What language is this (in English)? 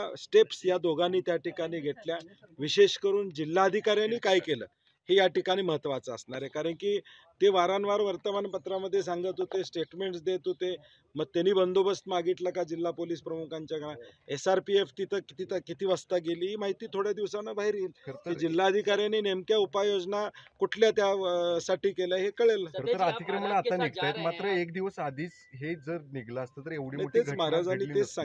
Marathi